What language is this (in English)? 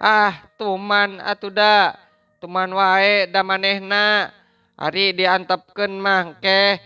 Sundanese